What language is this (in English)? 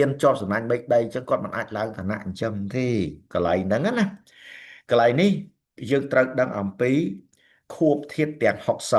Khmer